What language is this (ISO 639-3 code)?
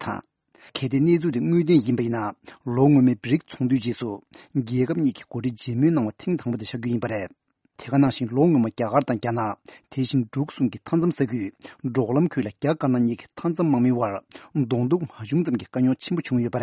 bod